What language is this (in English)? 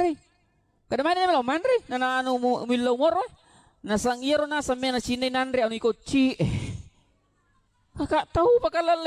Buginese